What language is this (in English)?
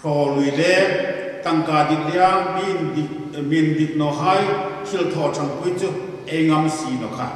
Hmar